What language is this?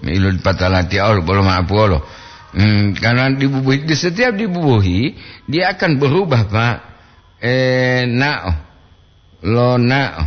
Gorontalo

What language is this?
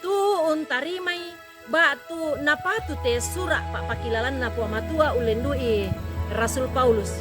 Toraja-Sa'dan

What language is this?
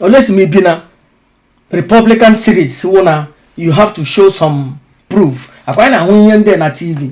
Igbo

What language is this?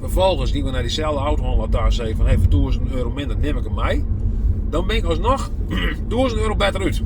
Western Frisian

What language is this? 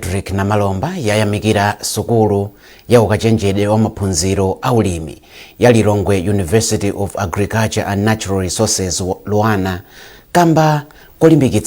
Nyanja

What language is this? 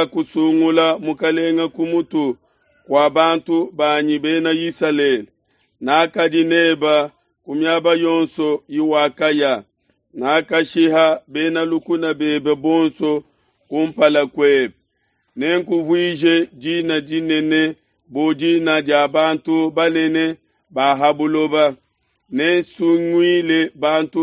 Luba-Lulua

